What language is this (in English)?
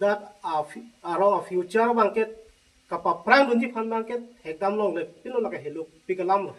Karbi